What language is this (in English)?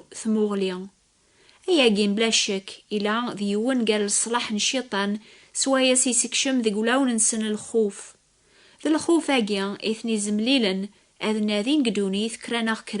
Kabyle